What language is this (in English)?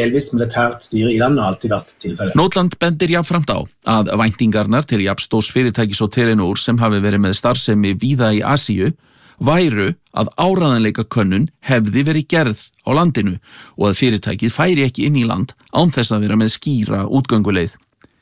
Icelandic